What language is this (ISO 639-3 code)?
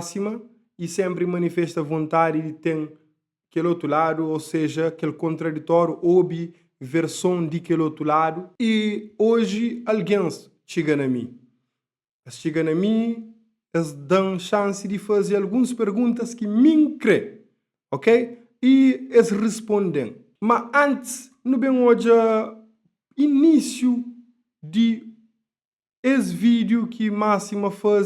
kea